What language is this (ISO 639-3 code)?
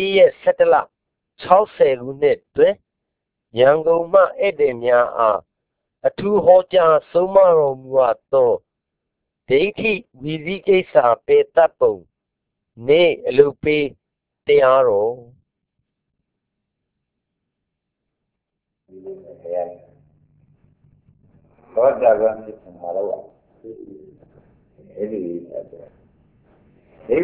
mya